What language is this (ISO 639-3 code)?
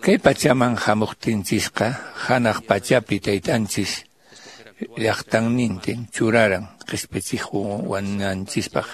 que